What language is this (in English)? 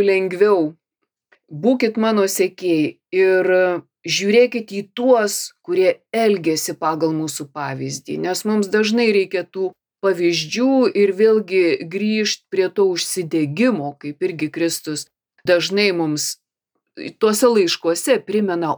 Lithuanian